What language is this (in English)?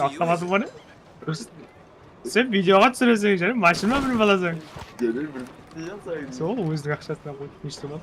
Kara-Kalpak